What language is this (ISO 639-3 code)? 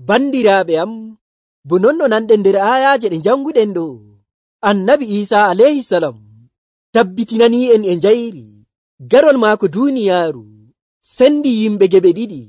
fuv